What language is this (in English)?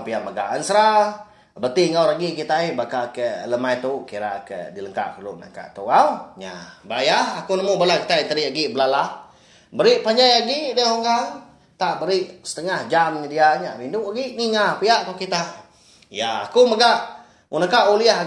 Iban